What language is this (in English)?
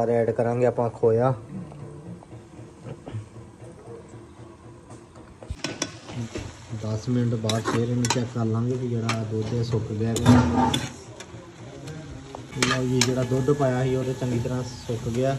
Punjabi